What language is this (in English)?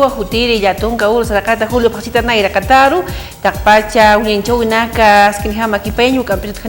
Aymara